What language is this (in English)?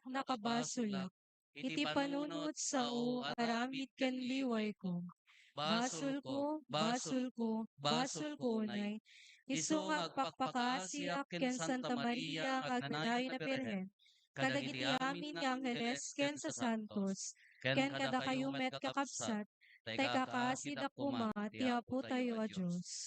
Iloko